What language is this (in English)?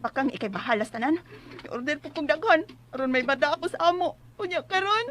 Cebuano